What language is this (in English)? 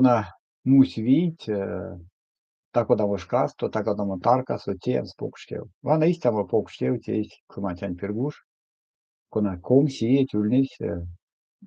Erzya